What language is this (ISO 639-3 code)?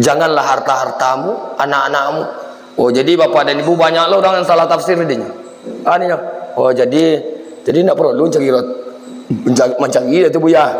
min